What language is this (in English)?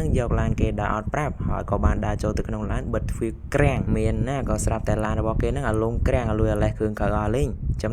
Khmer